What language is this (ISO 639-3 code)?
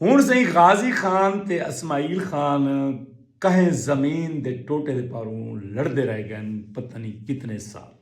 skr